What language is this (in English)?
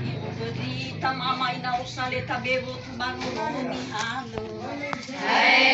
Nias